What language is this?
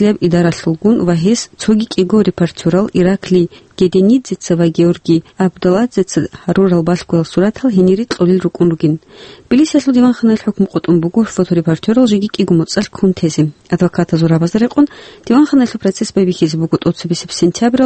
Avaric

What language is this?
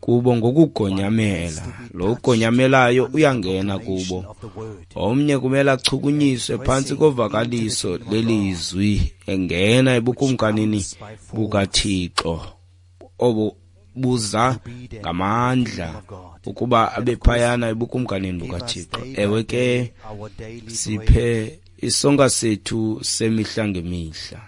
Xhosa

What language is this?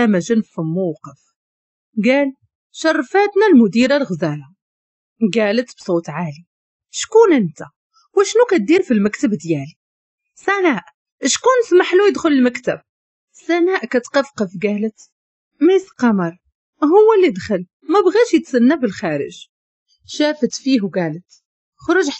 Moroccan Arabic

